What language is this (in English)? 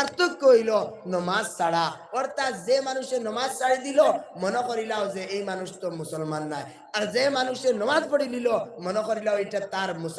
Sylheti